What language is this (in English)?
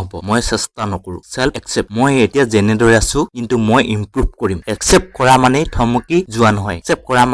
Assamese